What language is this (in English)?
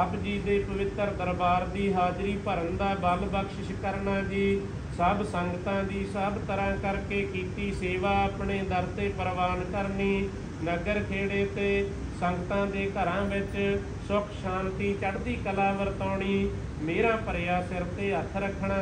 Punjabi